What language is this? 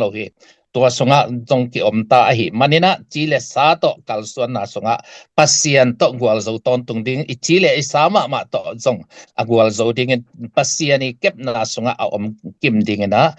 Tedim Chin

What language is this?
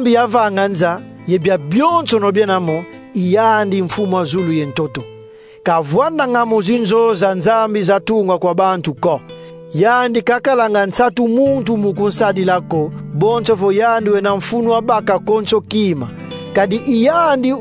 Kongo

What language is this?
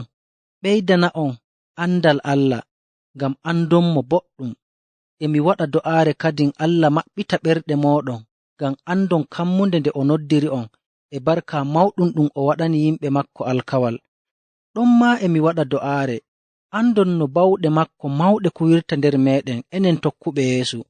Nigerian Fulfulde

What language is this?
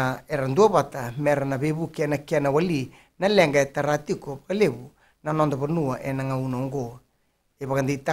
Fijian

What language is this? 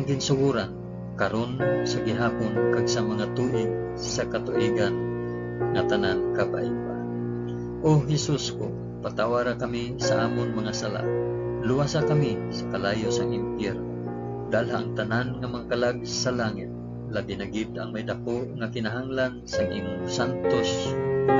Hiligaynon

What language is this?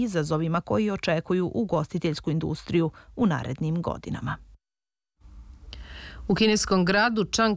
Serbian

